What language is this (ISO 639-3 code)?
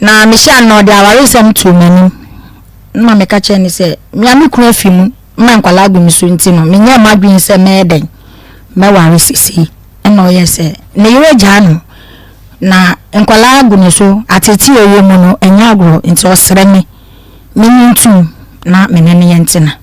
aka